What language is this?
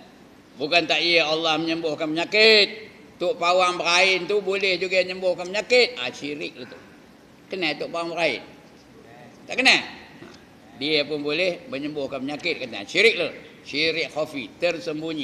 Malay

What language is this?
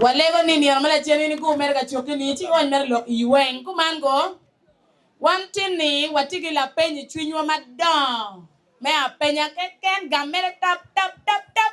Acoli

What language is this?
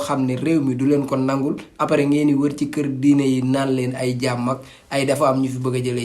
Wolof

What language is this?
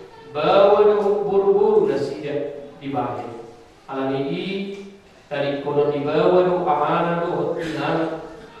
Batak Toba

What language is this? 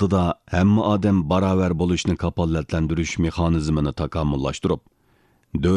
Uyghur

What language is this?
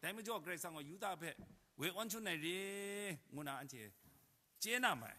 Kachin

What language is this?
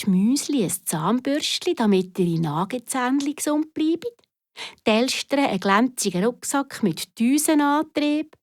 Swiss German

